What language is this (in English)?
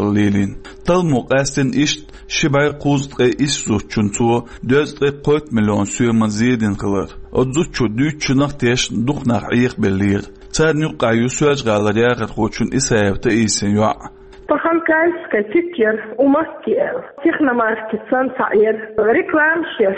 Chechen